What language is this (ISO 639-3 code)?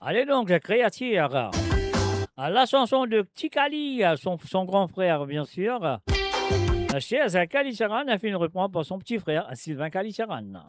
mfe